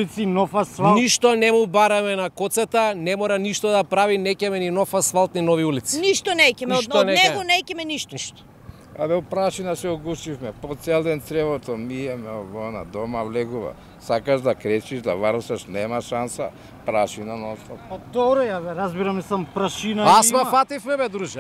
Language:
Macedonian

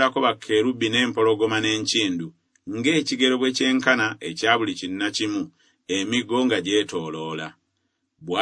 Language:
Ganda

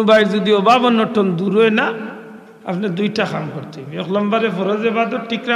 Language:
Sylheti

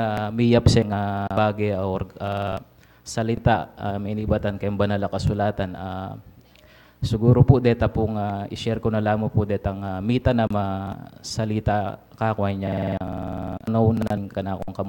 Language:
Pampanga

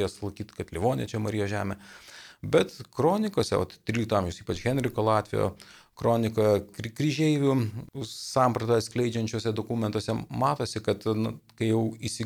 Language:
Lithuanian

